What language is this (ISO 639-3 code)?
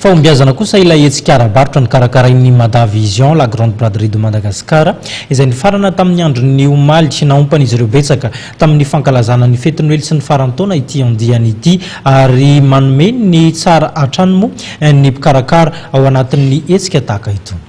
mlg